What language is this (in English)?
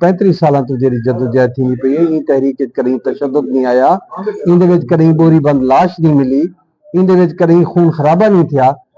Saraiki